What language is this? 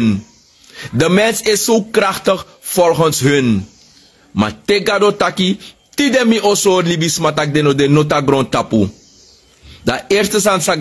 Sranan Tongo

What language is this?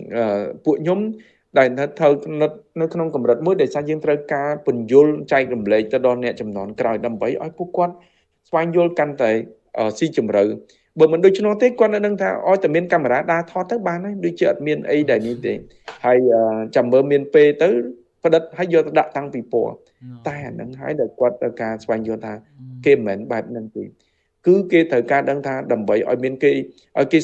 Khmer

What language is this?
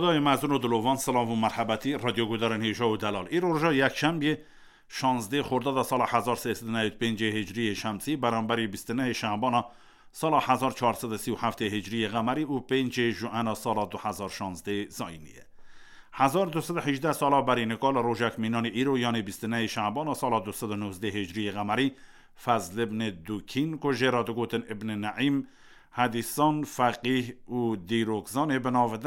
Kurdish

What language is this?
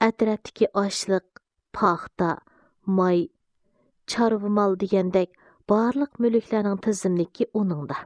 Uyghur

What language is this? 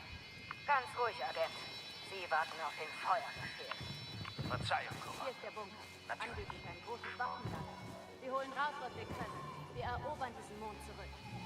Swiss German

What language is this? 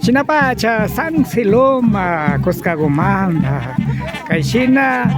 Imbabura Highland Quichua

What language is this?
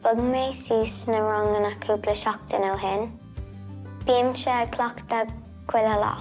Irish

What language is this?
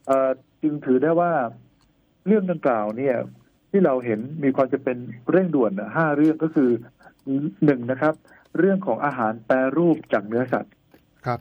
Thai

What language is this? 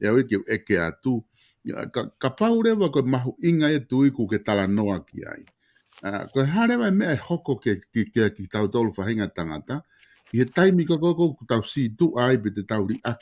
Tongan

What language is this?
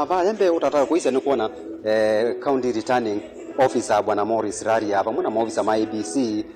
Kamba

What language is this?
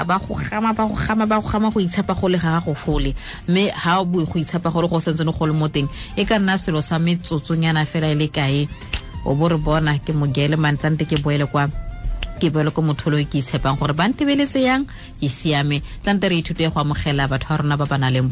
Tswana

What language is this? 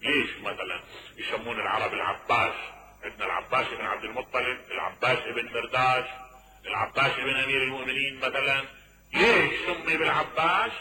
Mesopotamian Arabic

